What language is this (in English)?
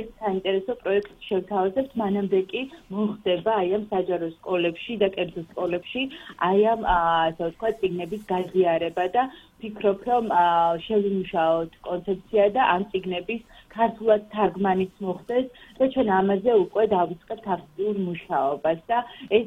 Georgian